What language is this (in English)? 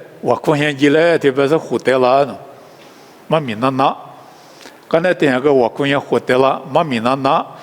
Lisu